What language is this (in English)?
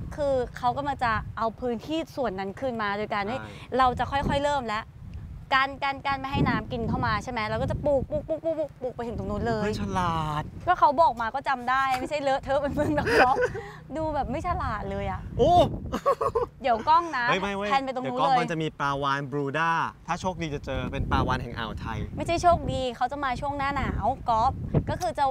Thai